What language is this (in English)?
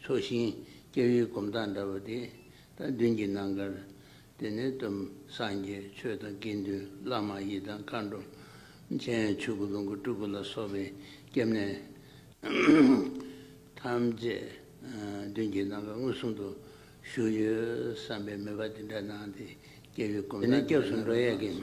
Tibetan